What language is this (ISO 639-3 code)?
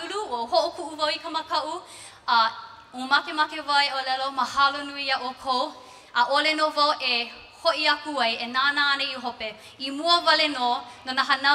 haw